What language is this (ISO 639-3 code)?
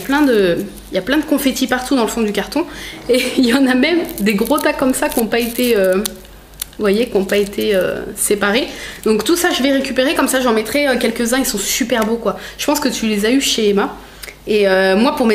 fra